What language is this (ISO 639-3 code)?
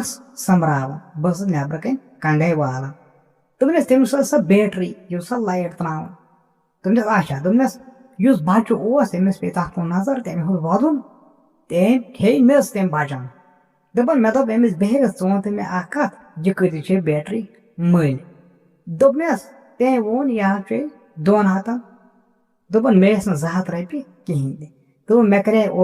kas